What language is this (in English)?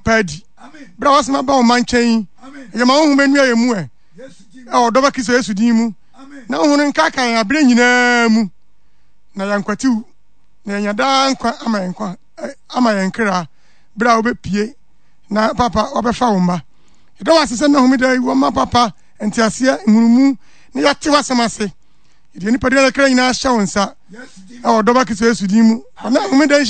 Akan